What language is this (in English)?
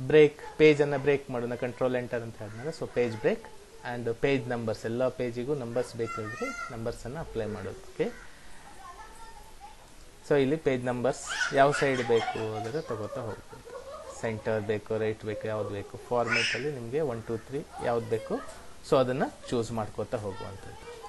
Kannada